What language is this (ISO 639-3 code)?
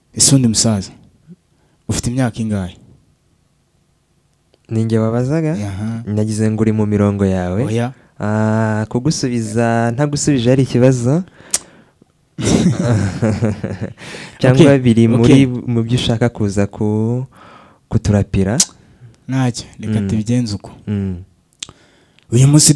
kin